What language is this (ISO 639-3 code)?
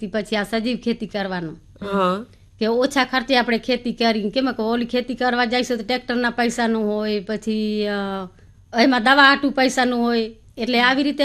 guj